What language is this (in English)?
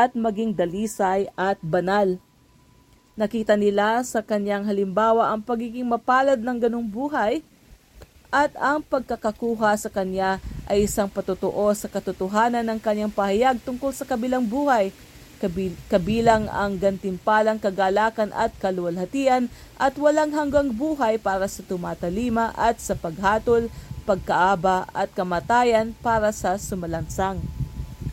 Filipino